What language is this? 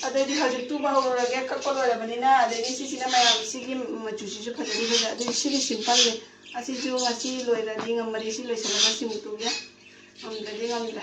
Manipuri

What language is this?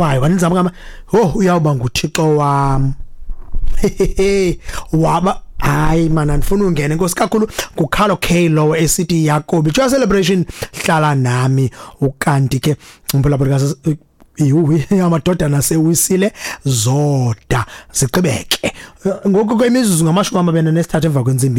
Xhosa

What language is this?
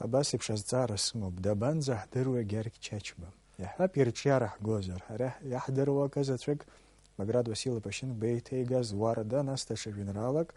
Abkhazian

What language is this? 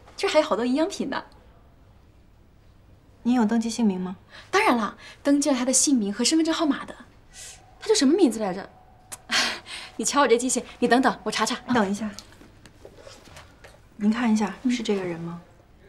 Chinese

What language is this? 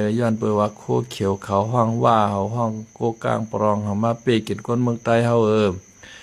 Shan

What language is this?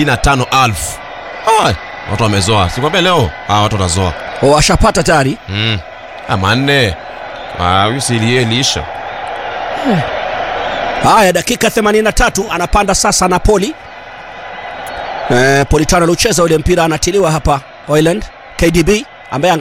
Swahili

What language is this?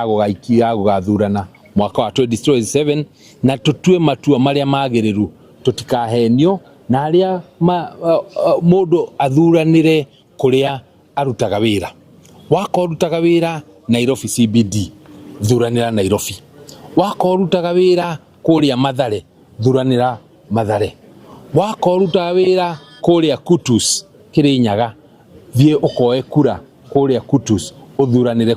Kikuyu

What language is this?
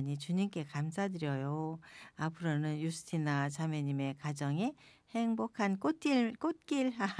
Korean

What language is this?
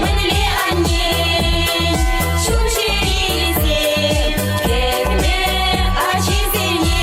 Chuvash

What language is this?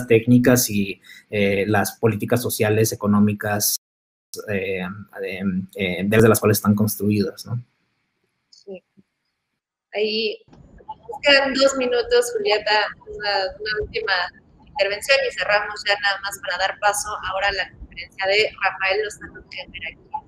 Spanish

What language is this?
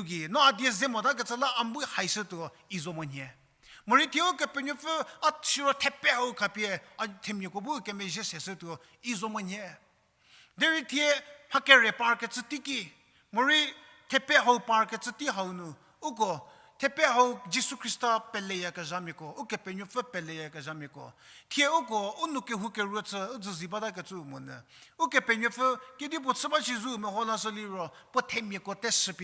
Angami Naga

